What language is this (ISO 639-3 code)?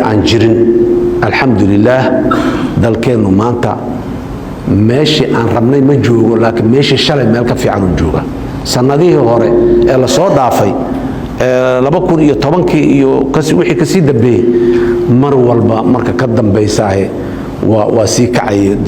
som